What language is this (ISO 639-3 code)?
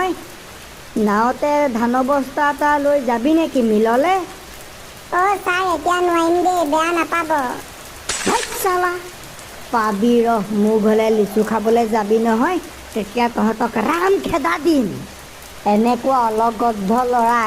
asm